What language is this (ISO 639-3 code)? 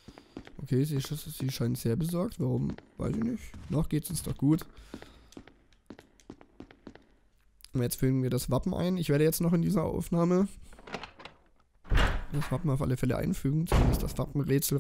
deu